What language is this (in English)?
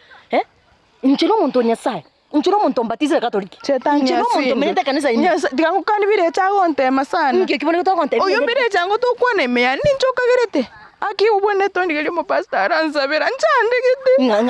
Gusii